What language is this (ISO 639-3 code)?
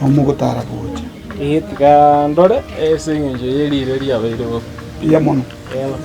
guz